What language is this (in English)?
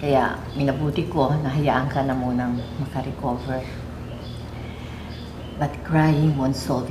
Filipino